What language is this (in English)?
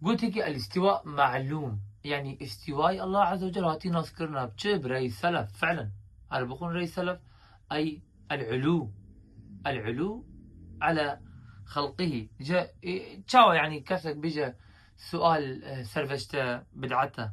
Kurdish